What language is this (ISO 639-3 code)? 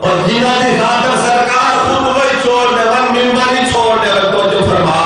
skr